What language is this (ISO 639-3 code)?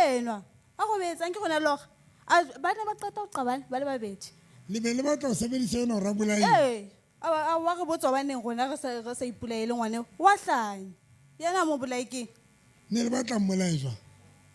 sot